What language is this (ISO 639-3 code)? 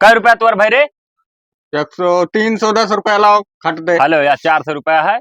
awa